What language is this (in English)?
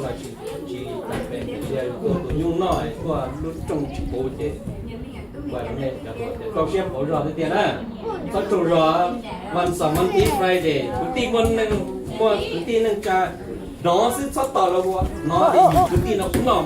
Hmong